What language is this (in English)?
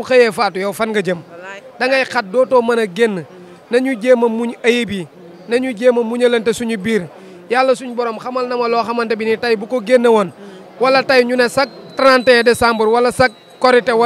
Wolof